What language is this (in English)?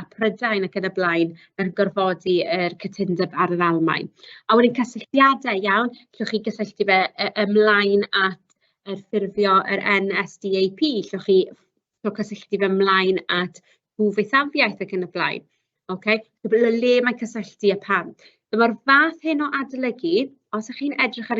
Welsh